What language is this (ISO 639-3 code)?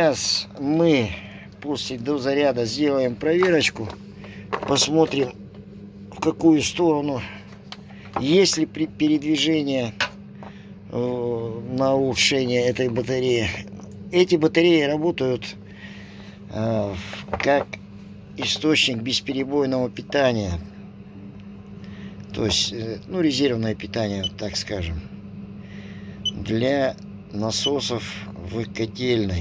rus